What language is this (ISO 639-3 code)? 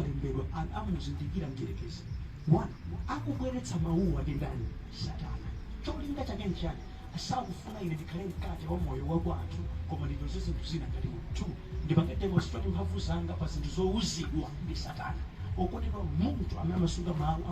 nya